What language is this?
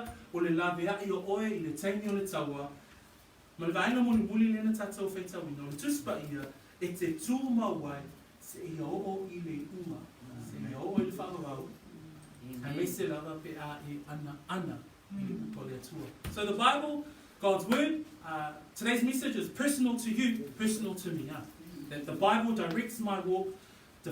Samoan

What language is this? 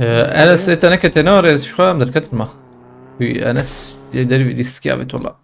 Kurdish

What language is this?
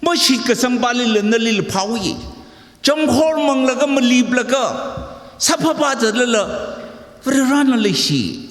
Tangkhul Naga (India)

